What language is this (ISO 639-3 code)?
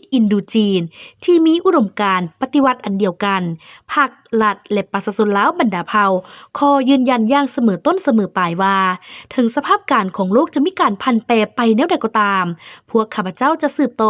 lao